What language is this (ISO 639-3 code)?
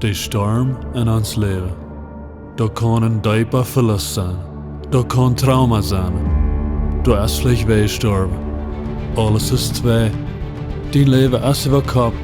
pdt